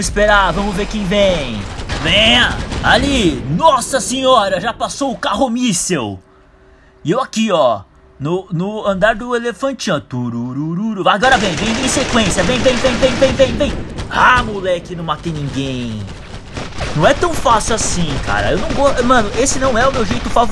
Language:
Portuguese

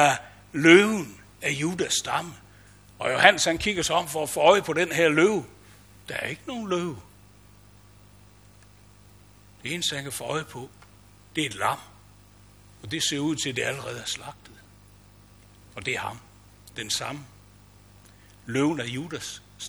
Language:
Danish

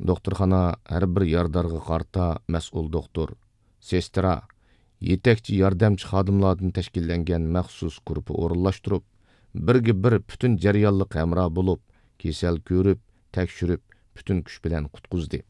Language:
Uyghur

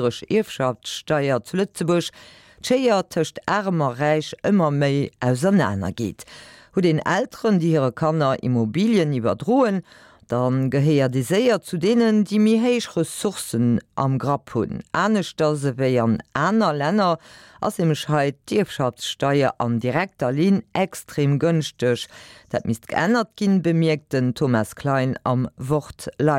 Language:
Luxembourgish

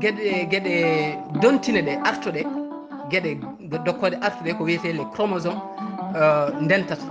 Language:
Fula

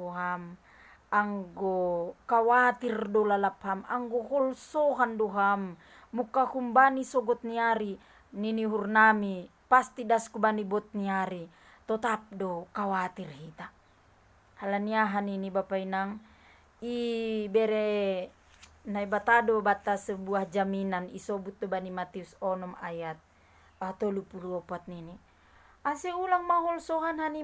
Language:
Batak Simalungun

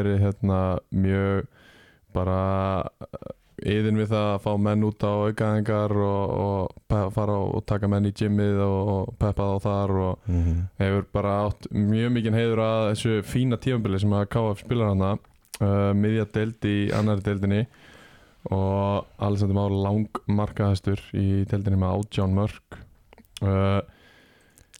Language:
Icelandic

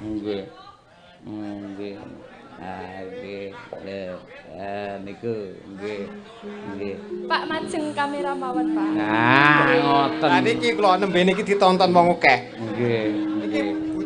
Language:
Javanese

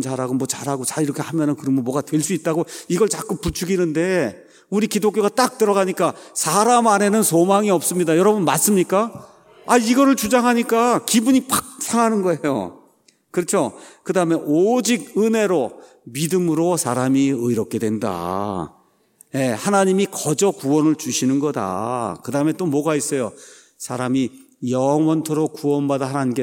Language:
Korean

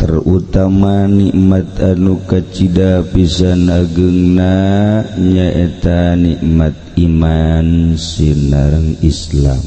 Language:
Sundanese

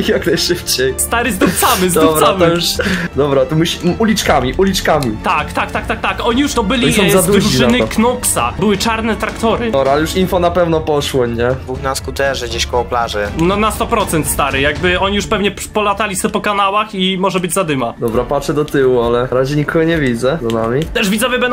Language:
Polish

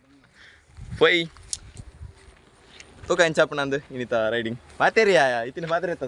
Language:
Tulu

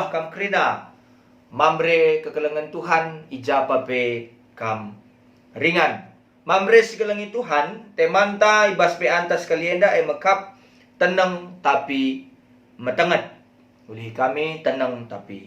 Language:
Batak Karo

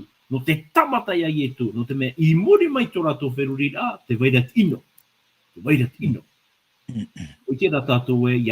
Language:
Tahitian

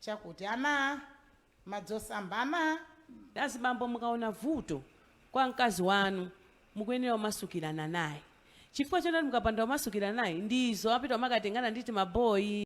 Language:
Nyanja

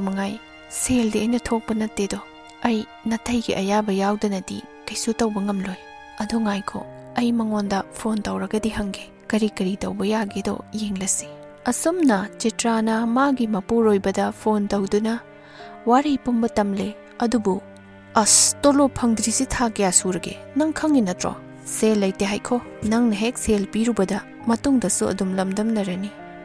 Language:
Manipuri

